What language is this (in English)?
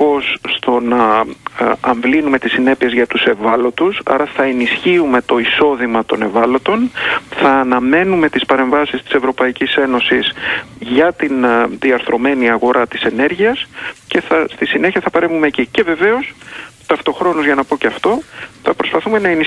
Greek